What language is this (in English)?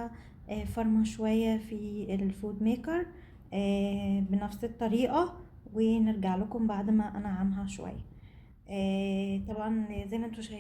Egyptian Arabic